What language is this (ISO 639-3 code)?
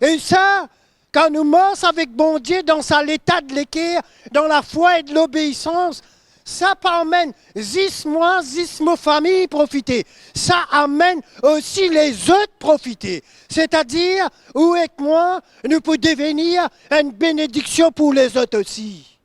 mfe